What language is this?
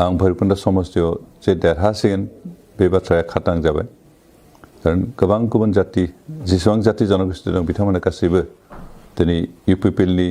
Bodo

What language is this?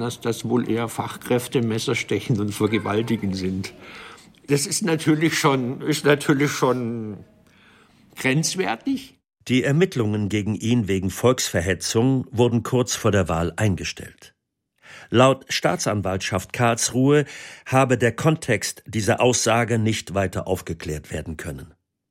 German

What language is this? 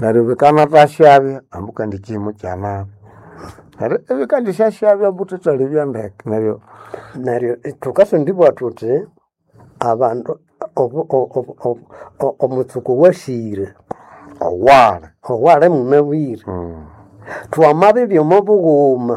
Nande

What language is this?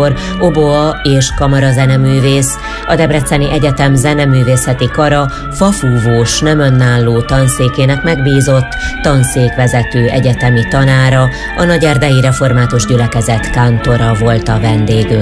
Hungarian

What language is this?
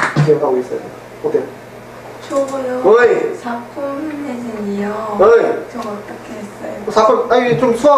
Korean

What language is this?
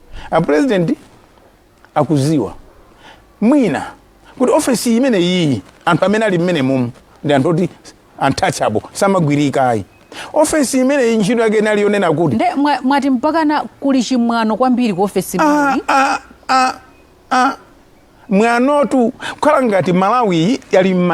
Nyanja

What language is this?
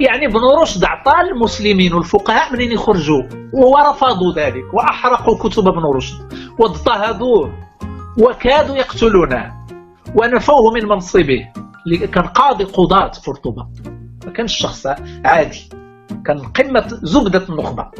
Moroccan Arabic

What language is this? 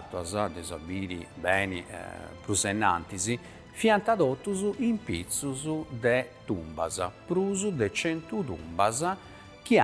Sardinian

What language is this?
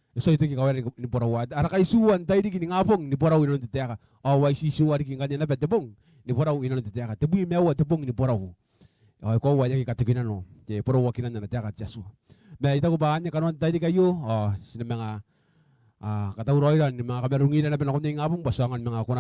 Gilbertese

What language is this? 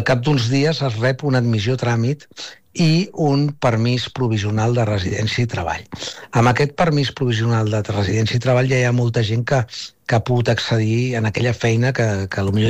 Catalan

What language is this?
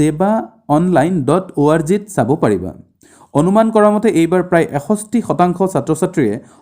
Assamese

